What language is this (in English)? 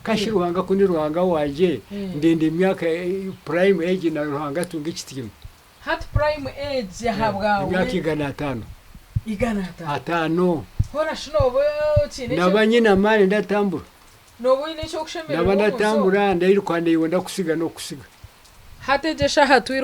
Nyankole